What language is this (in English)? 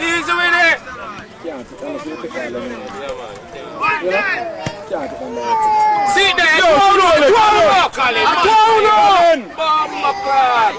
Jamaican Creole English